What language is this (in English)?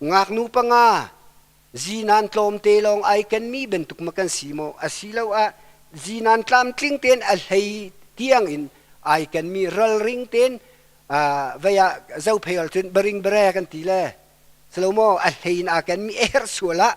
Hakha Chin